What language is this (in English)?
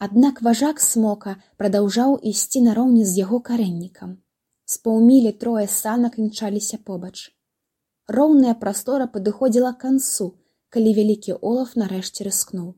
Belarusian